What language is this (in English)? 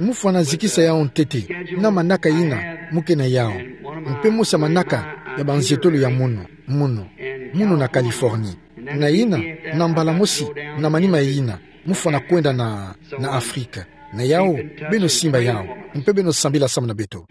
Kituba (Democratic Republic of Congo)